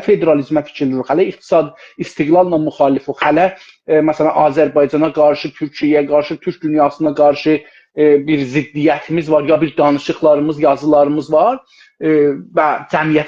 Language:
South Azerbaijani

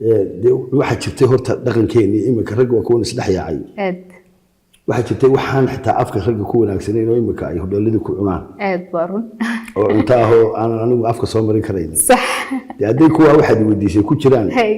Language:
Somali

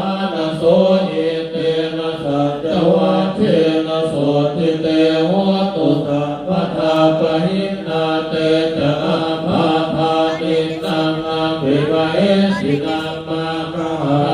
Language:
Pali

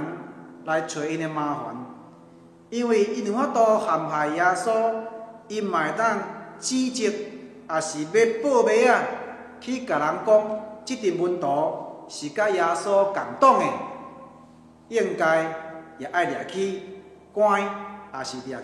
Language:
Min Nan Chinese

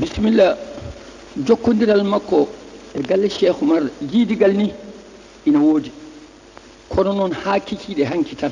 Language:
Fula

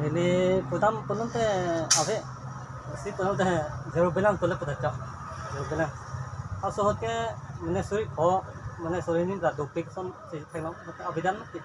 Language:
Karbi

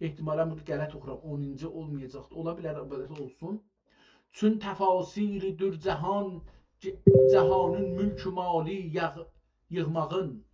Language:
South Azerbaijani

